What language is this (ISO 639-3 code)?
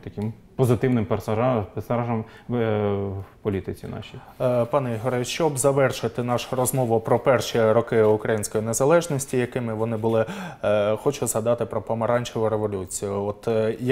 ukr